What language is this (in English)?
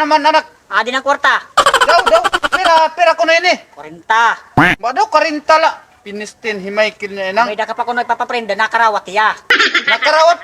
Waray